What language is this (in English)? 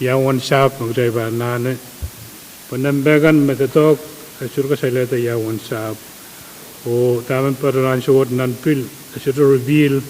Pohnpeian